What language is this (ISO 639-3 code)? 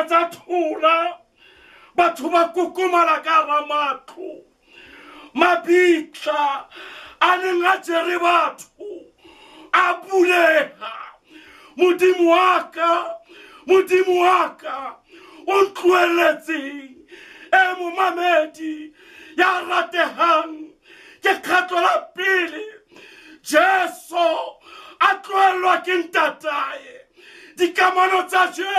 sot